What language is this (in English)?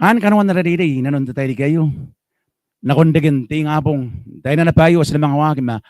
Gilbertese